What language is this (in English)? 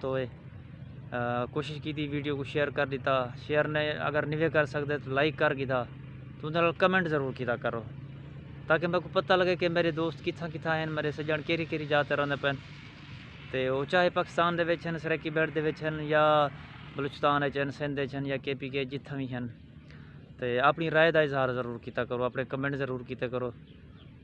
Saraiki